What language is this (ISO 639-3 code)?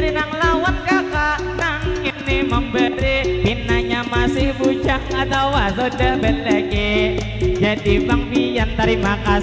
bjn